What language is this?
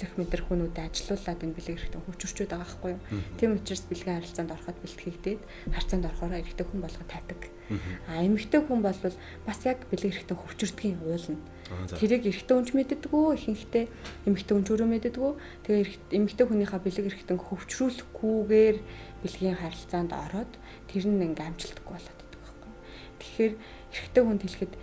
Mongolian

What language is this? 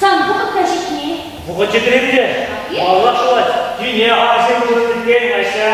Chuvash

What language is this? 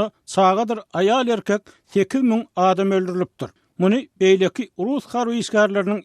Turkmen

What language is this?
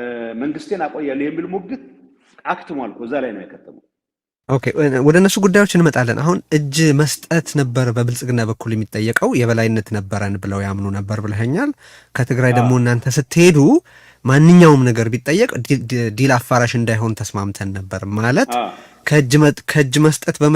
Amharic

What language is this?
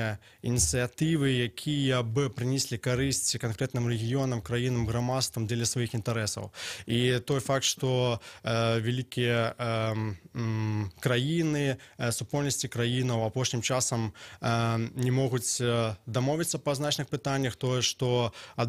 Belarusian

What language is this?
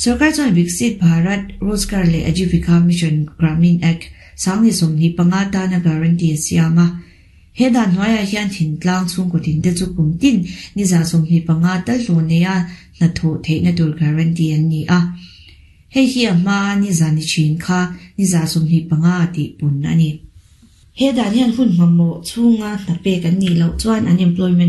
Mizo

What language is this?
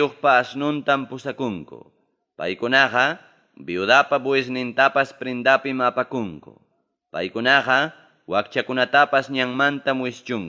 Ayacucho Quechua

